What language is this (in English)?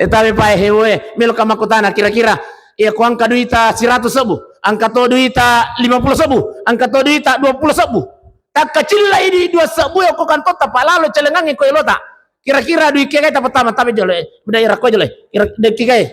Buginese